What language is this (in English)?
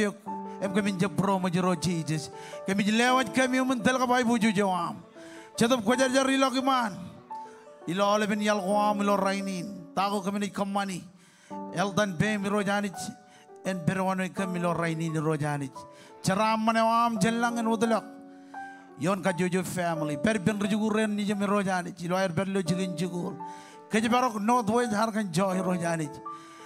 Marshallese